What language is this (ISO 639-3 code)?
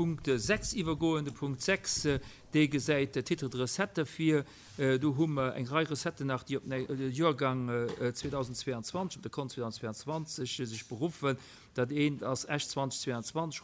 ltz